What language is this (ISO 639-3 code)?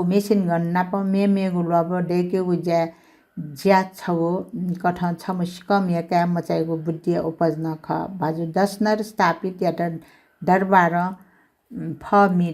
new